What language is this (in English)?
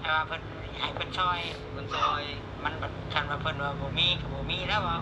Lao